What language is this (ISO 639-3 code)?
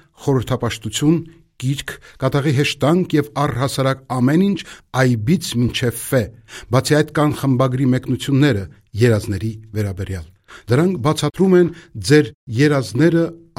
hye